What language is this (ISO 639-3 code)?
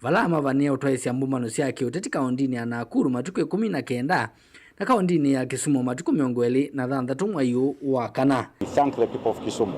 kam